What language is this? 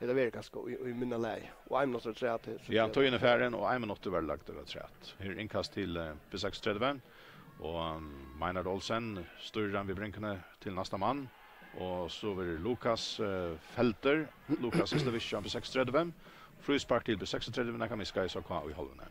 Faroese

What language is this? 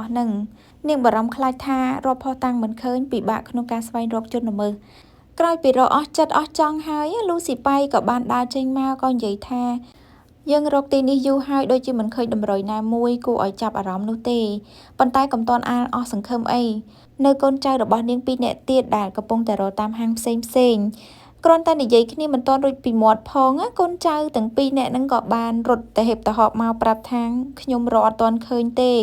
Khmer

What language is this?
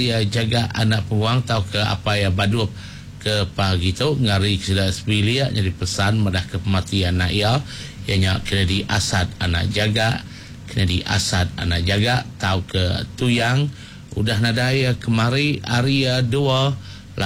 Iban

